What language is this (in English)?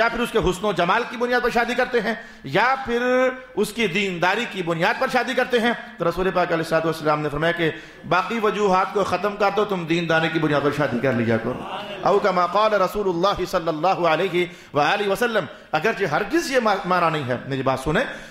Urdu